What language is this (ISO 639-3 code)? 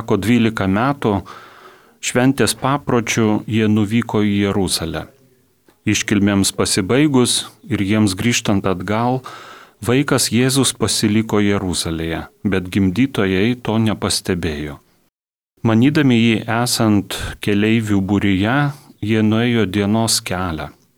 lit